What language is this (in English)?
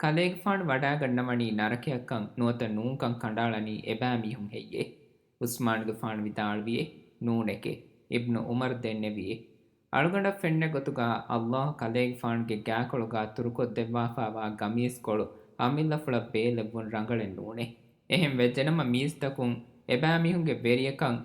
Divehi